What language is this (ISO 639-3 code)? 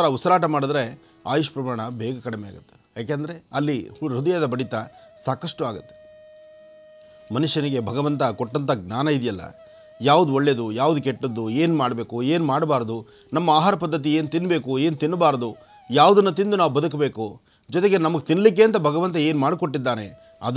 kan